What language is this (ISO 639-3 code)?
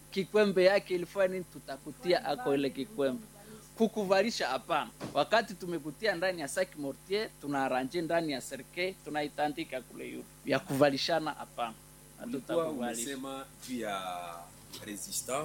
swa